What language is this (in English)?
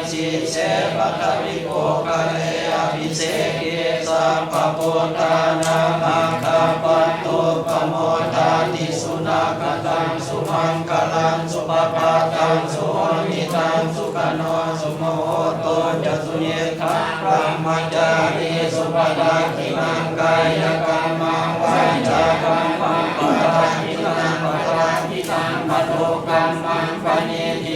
Pali